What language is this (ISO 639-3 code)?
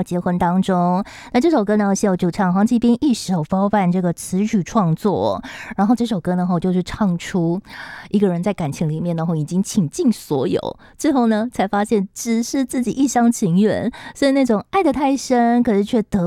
zho